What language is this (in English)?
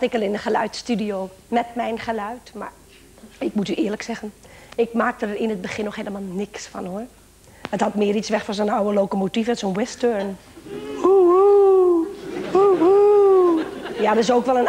Dutch